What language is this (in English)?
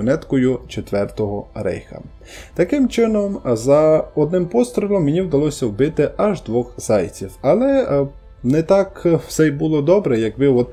Ukrainian